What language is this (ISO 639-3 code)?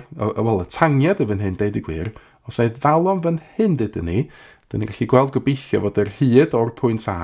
cym